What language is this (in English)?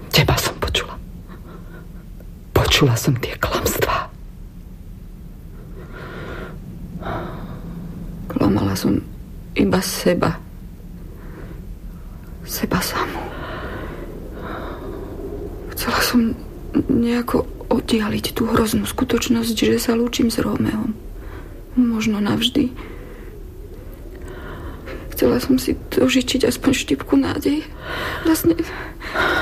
Slovak